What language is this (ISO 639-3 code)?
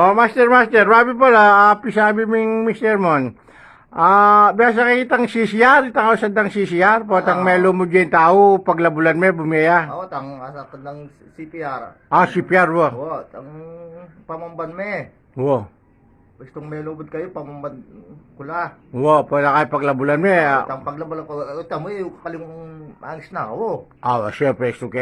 pam